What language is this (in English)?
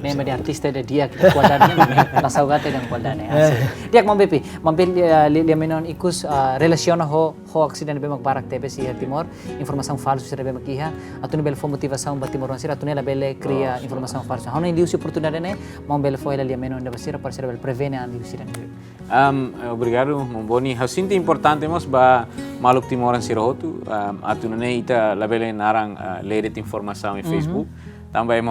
Tetum